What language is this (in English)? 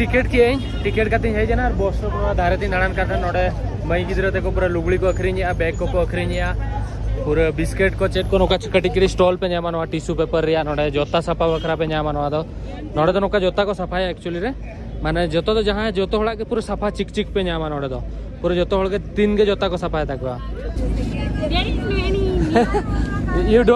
Santali